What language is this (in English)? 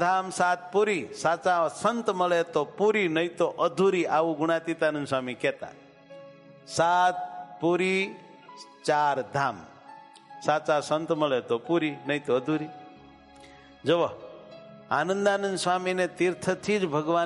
Gujarati